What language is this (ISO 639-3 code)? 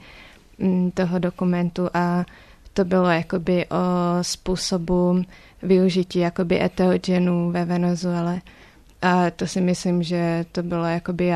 ces